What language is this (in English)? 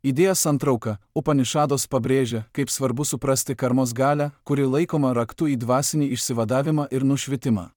Lithuanian